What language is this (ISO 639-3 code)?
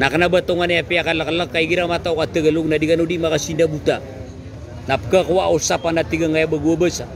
mrw